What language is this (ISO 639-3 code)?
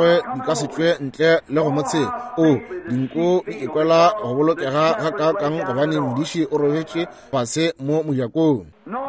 nso